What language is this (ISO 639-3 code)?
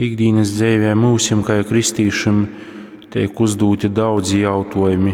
ltg